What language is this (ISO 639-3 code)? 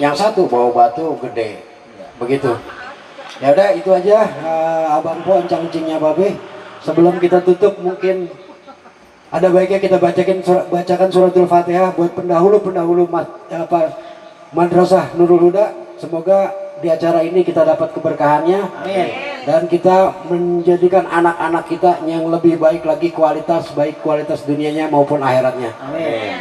bew